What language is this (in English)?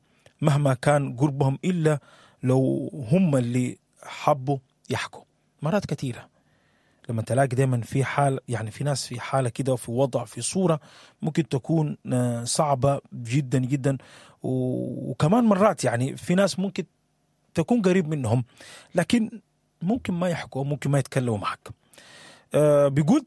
Sudanese Arabic